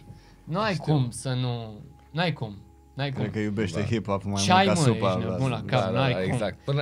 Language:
Romanian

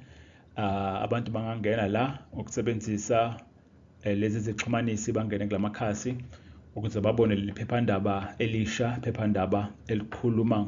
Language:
Zulu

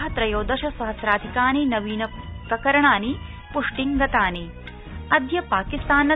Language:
Sanskrit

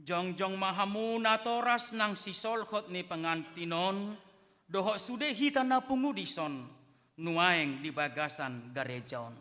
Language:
Batak Toba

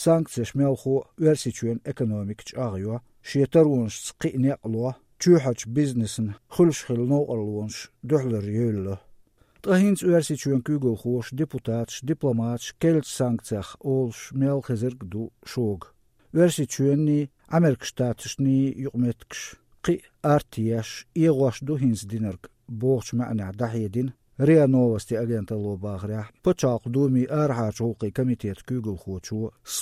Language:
Chechen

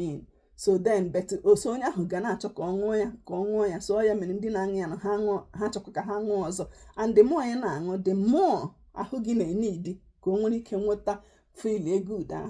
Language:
Igbo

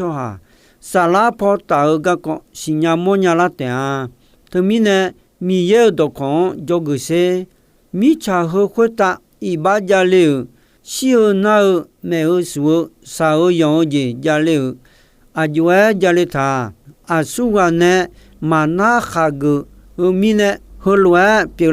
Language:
Akha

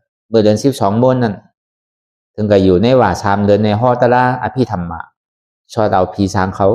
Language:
Shan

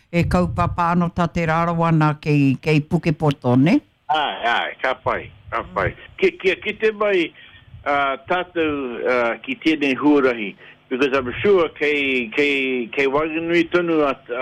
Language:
Māori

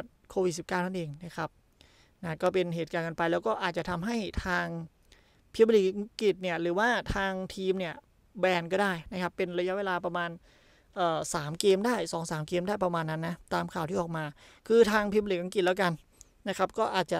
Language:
Thai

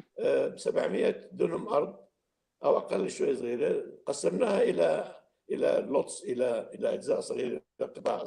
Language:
North Levantine Arabic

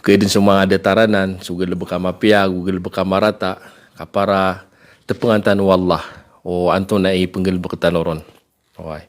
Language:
Maranao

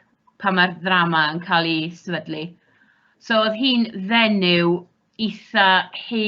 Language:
Welsh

